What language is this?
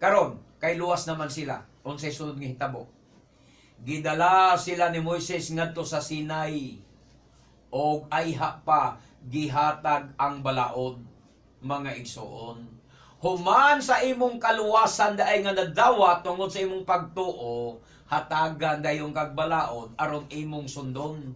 Cebuano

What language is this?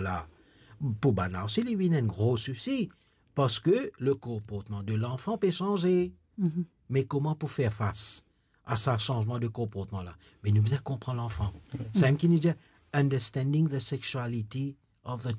Morisyen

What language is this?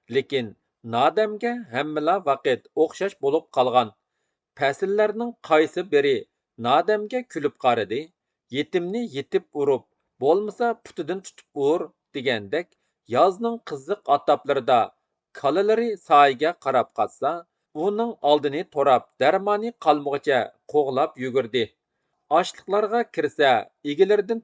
Uyghur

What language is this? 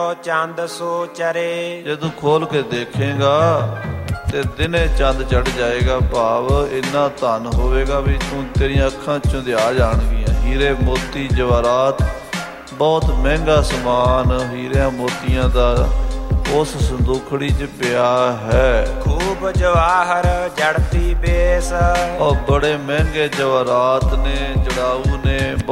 Punjabi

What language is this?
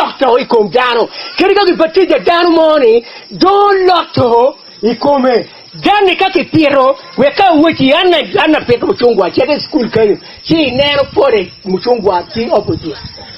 Acoli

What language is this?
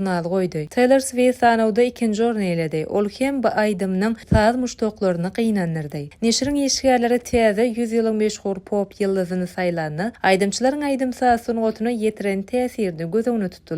Turkmen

